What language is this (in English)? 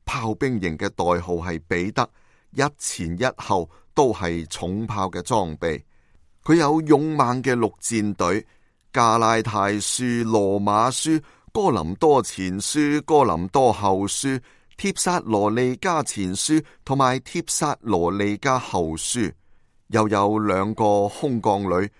Cantonese